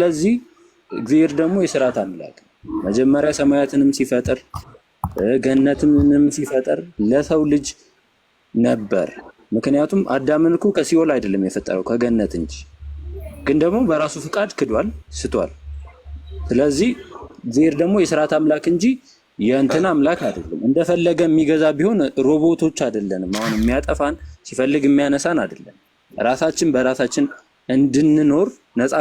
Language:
Amharic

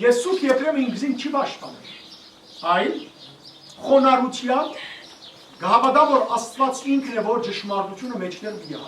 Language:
Western Armenian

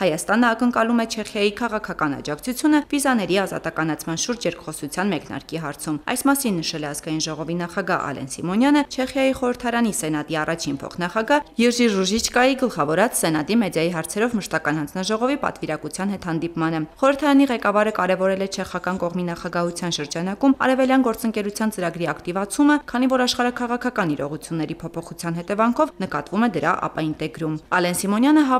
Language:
Armenian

